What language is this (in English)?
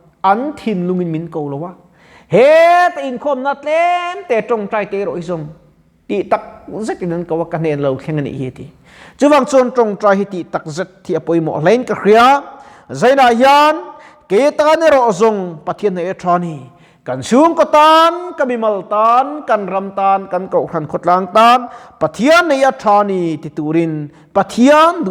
Mizo